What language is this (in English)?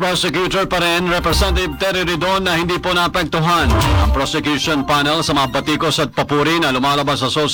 Filipino